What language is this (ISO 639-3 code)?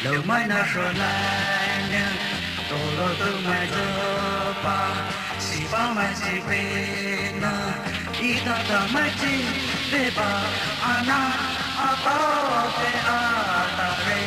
pmx